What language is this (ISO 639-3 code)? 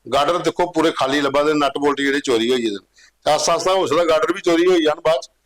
doi